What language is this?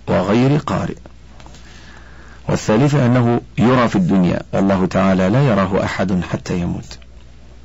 Arabic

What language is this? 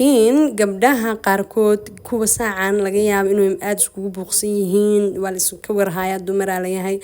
Somali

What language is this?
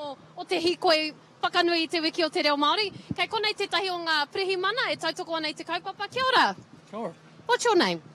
Māori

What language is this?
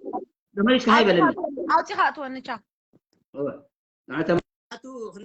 Tigrinya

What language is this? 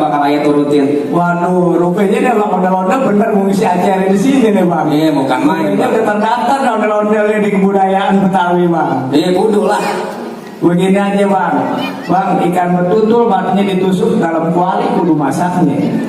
Betawi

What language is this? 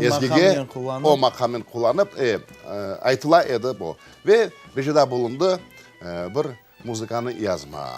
Crimean Tatar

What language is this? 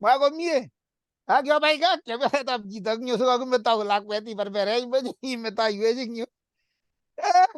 Kalenjin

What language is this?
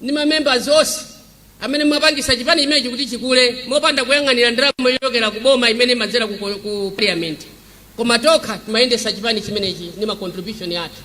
Nyanja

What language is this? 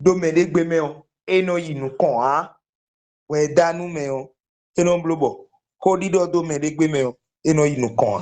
Fon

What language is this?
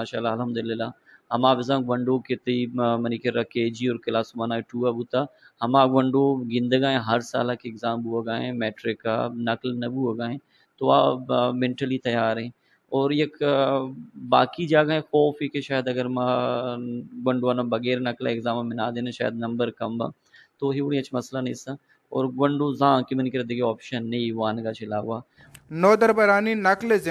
Baluchi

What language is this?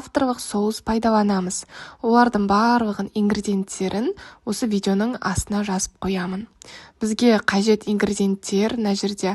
Kazakh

